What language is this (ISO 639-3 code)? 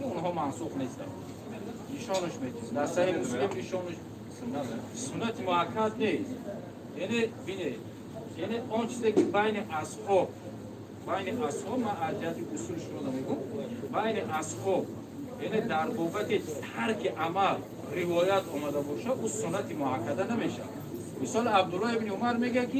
tgk